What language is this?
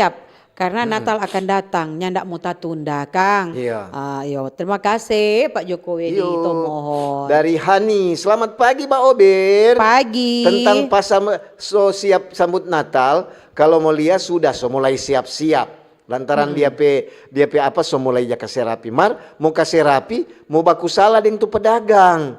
Manado Malay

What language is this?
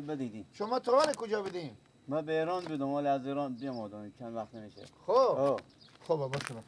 Persian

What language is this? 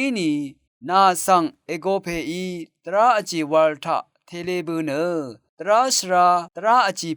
Rawang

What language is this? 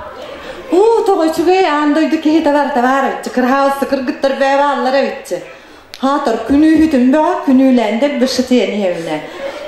Yakut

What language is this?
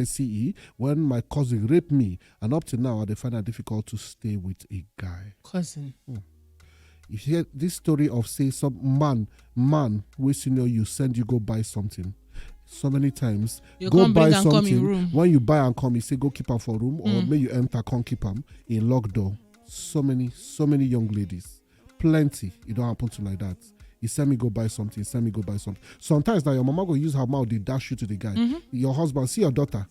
Nigerian Pidgin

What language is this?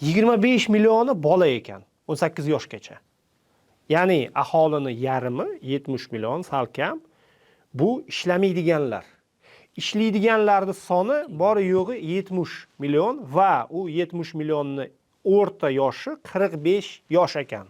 Uzbek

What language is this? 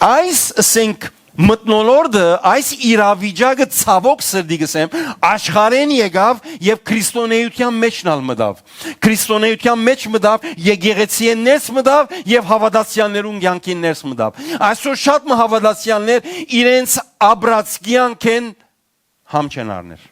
Western Armenian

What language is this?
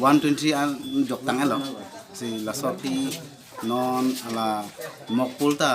Karbi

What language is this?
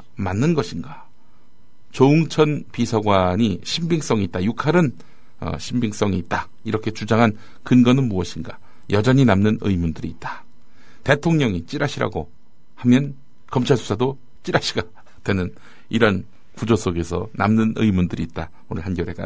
Korean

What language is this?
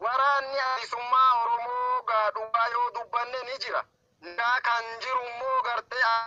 Oromo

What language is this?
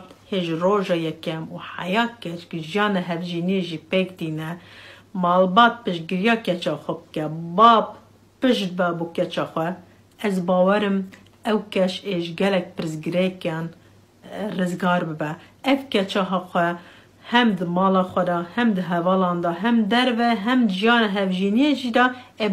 Kurdish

